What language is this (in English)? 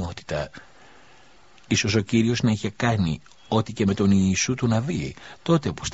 Greek